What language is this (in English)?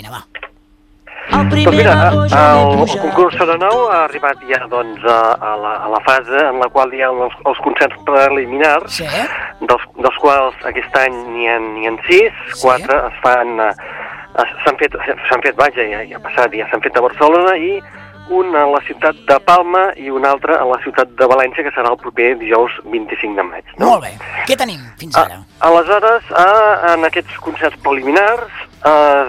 Catalan